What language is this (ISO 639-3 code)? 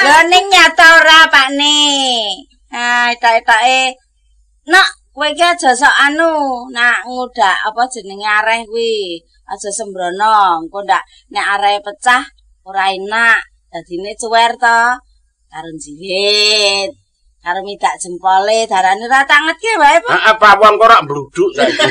jav